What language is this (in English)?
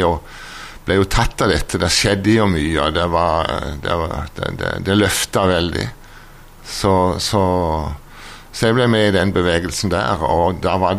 Norwegian